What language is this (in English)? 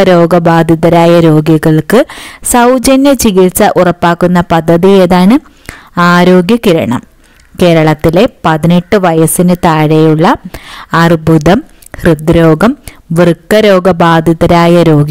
Malayalam